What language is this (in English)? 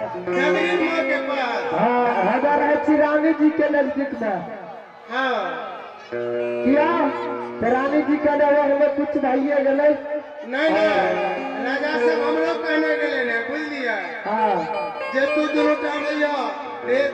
Maithili